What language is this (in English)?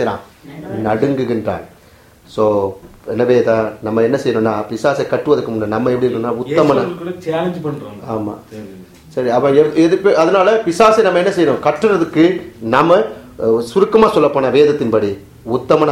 Tamil